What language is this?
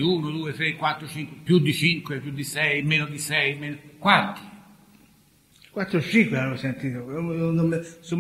Italian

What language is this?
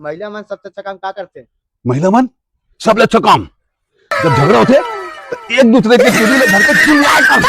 Chhattisgarhi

